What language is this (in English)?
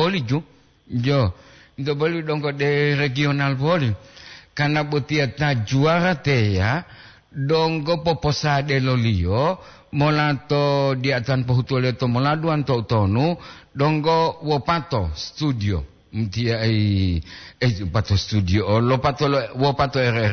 Gorontalo